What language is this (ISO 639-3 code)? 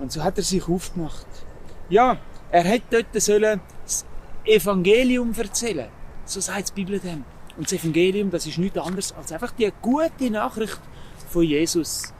gsw